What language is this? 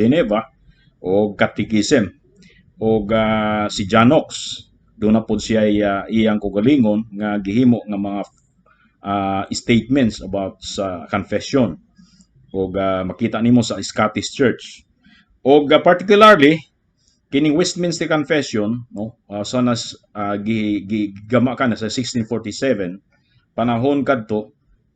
Cebuano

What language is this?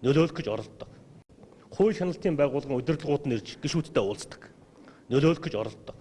Mongolian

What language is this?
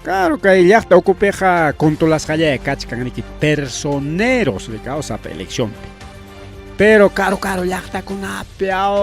Ayacucho Quechua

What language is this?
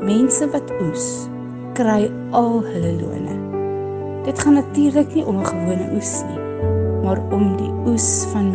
Afrikaans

